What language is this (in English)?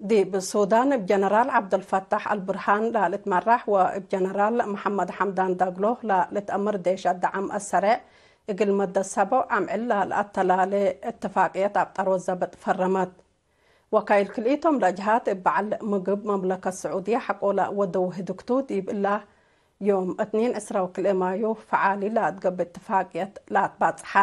Tigre